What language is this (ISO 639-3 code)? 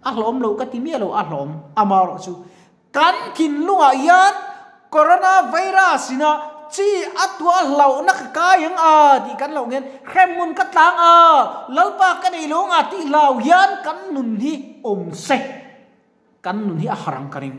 lus